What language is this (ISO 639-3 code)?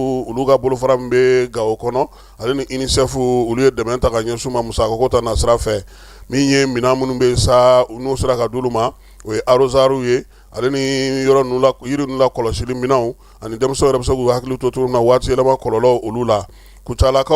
bam